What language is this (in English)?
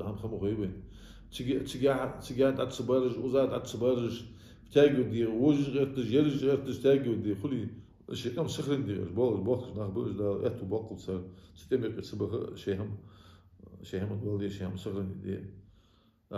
Ingush